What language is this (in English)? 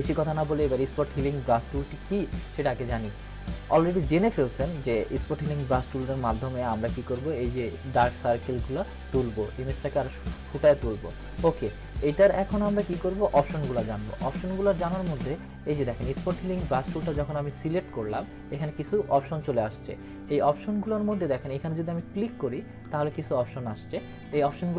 Bangla